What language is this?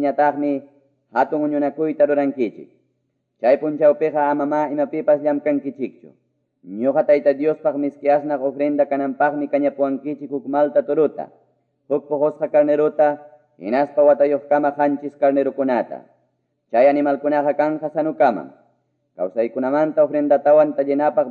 Quechua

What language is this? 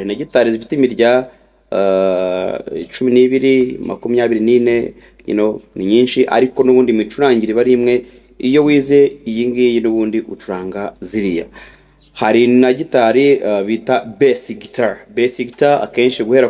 Kinyarwanda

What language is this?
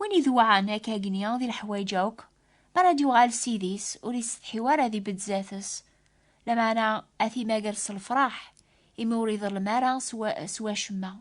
Kabyle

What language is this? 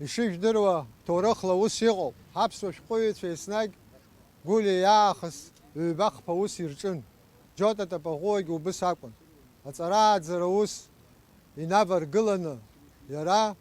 Abkhazian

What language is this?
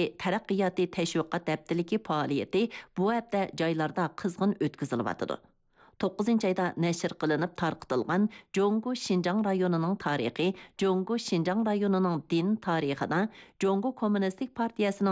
Uyghur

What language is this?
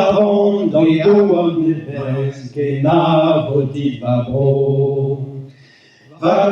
Breton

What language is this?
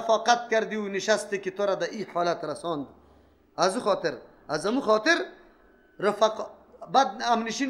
Persian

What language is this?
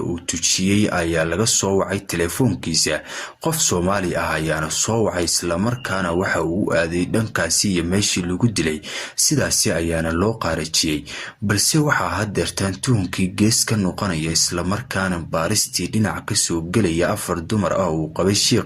Somali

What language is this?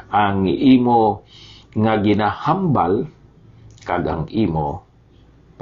Hiligaynon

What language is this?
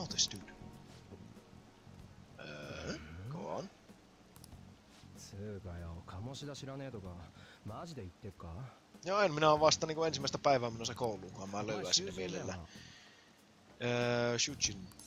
Finnish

